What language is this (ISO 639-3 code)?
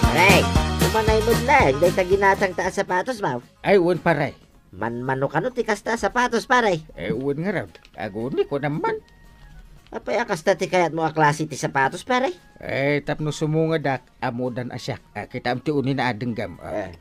ilo